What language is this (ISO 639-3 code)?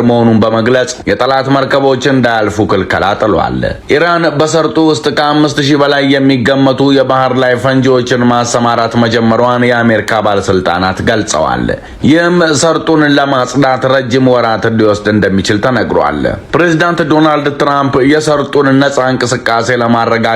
amh